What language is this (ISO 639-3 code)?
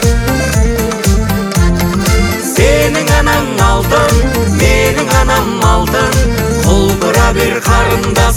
kaz